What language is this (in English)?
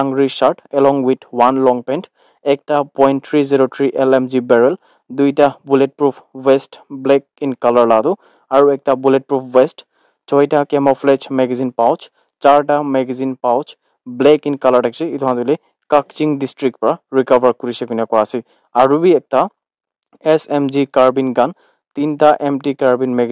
Naga Pidgin